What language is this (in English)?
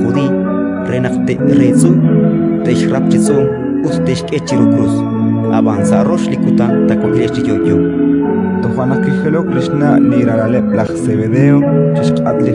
Kekchí